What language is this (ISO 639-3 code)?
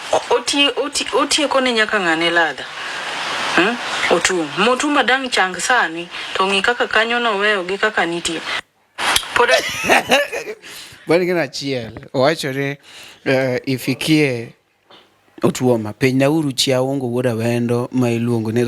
luo